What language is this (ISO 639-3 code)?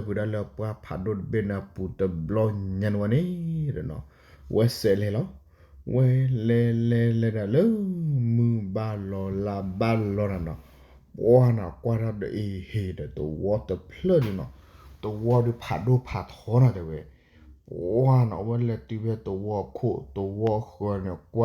ksw